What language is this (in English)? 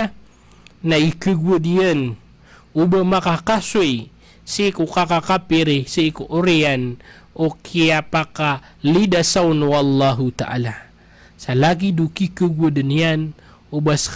Maranao